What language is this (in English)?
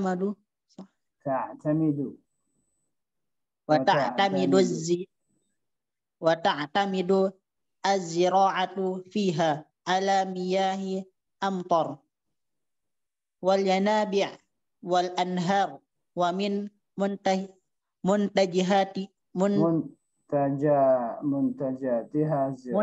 Arabic